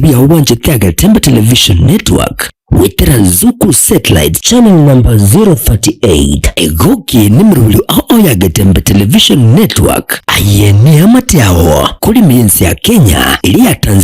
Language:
Gusii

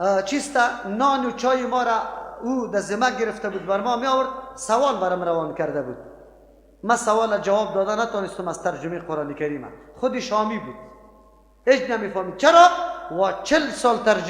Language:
Persian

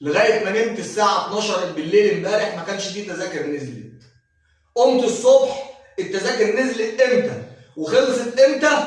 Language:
Egyptian Arabic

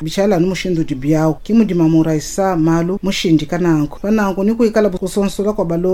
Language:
Luba-Lulua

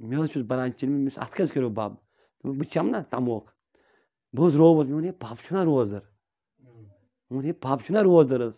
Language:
Kashmiri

